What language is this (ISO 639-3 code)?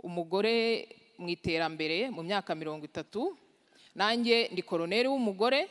kin